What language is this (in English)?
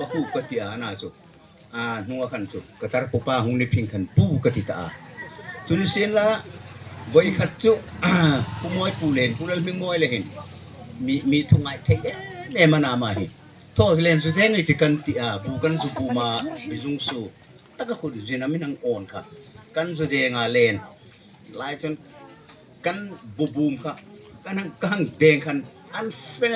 Hmar